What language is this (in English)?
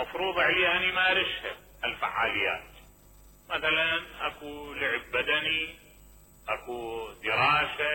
Mesopotamian Arabic